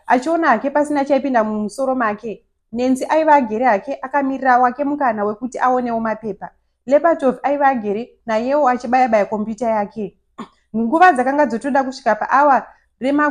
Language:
Shona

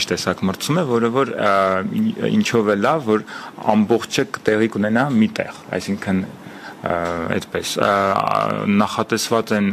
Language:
Armenian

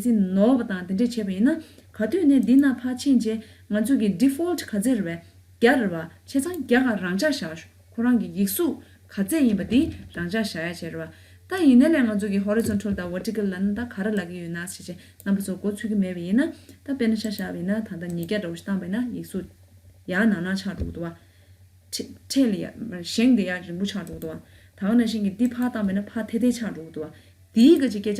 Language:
Tibetan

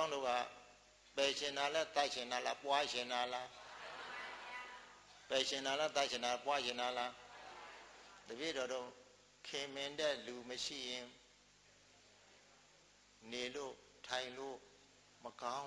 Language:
Burmese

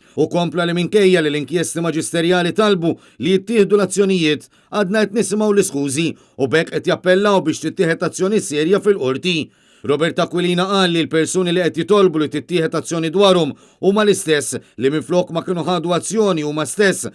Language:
Maltese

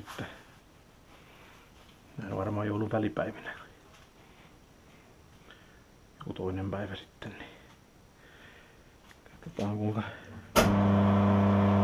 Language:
Finnish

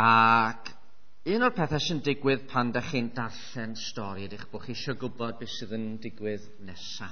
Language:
Welsh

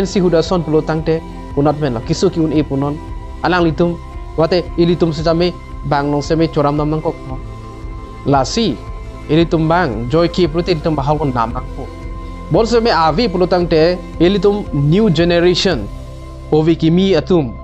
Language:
Karbi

